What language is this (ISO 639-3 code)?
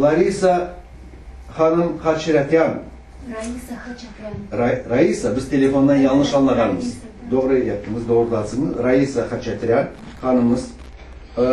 crh